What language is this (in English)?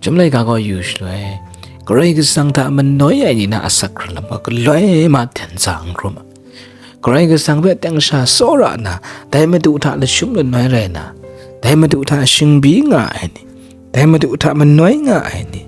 Kachin